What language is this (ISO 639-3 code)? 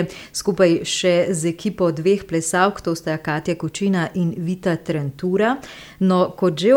slv